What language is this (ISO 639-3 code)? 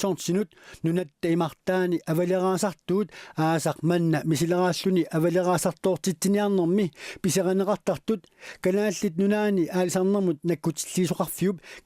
kal